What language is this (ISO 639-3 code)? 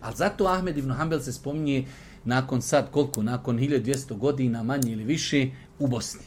bos